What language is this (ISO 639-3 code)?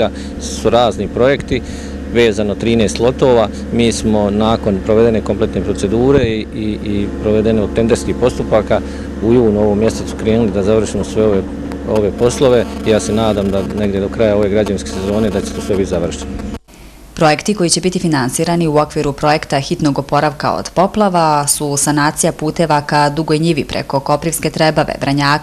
bos